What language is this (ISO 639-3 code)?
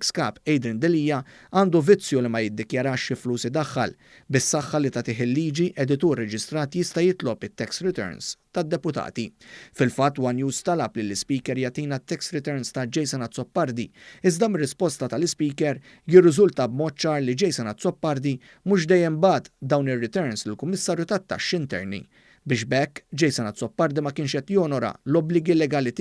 mlt